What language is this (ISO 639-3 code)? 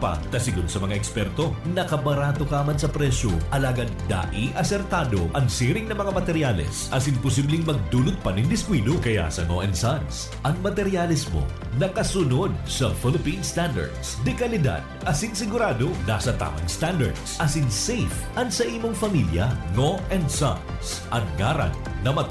bik